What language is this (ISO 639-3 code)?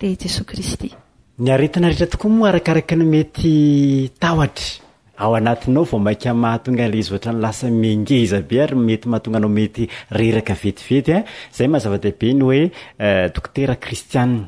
mlg